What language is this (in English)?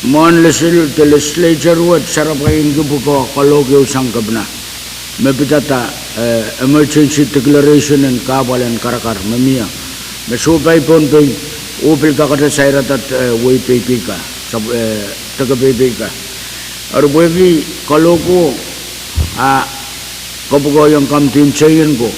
Pohnpeian